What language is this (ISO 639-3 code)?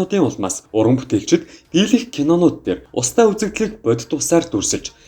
mon